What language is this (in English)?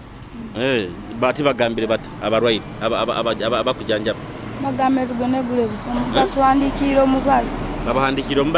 Nyoro